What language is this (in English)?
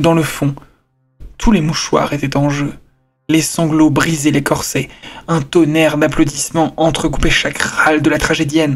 French